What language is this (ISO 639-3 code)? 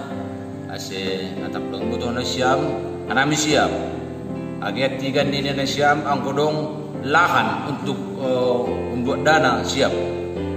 bts